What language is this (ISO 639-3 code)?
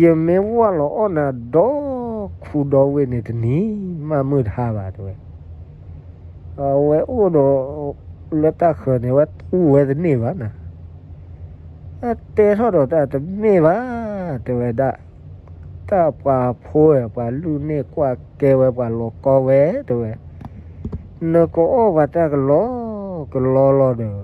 ksw